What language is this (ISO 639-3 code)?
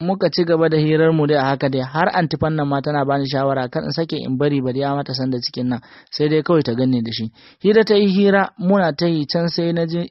hau